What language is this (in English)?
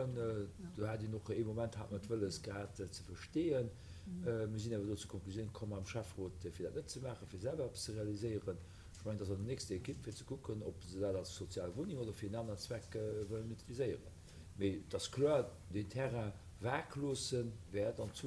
Luxembourgish